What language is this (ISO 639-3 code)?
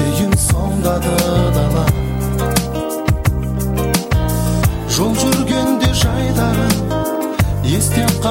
kaz